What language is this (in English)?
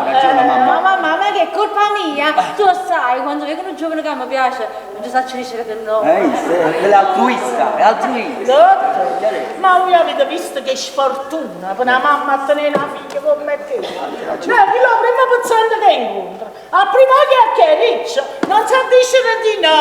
Neapolitan